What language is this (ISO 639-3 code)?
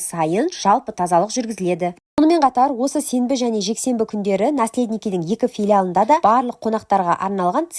kaz